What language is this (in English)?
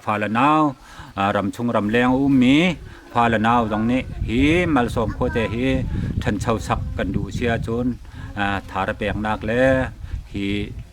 Hakha Chin